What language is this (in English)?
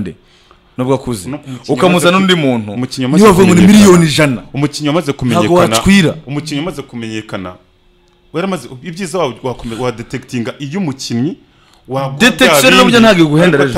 Kinyarwanda